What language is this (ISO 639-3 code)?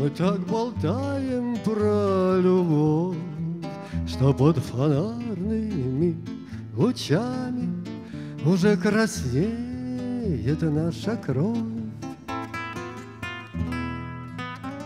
rus